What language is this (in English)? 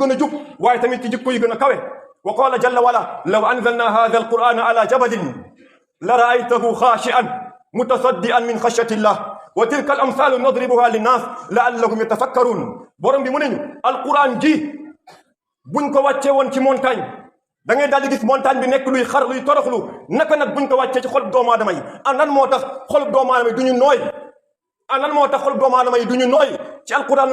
Wolof